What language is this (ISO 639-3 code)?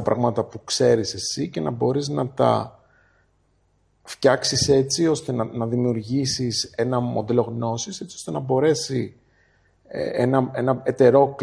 ell